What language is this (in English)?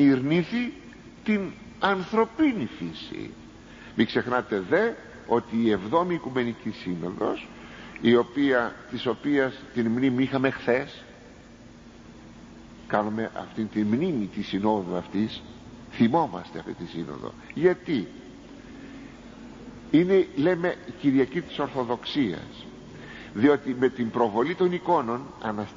Greek